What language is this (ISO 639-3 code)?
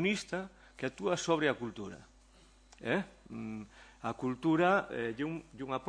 glg